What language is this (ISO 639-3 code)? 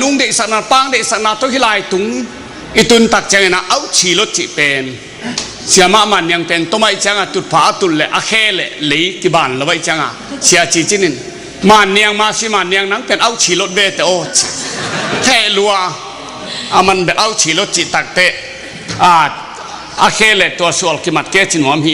ctd